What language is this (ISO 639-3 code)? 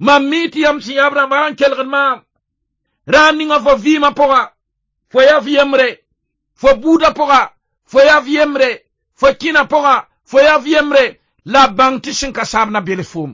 mos